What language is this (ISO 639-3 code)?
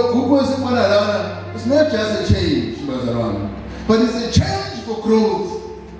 zul